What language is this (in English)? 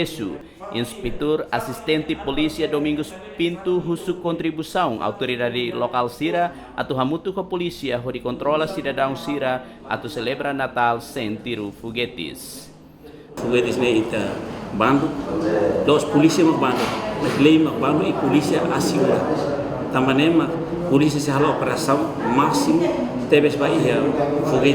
Tetum